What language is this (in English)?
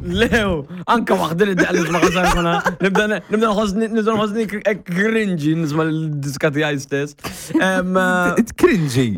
Maltese